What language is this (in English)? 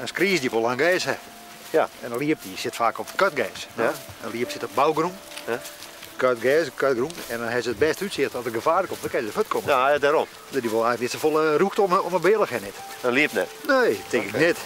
Western Frisian